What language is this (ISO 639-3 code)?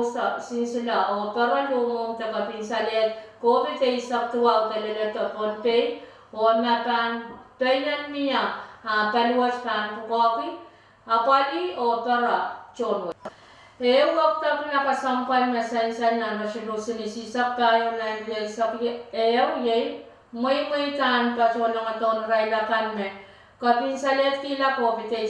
pon